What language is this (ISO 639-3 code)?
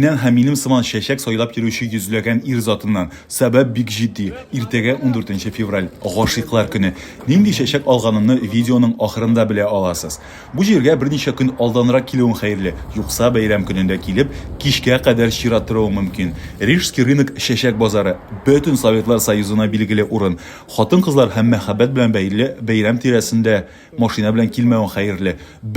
tat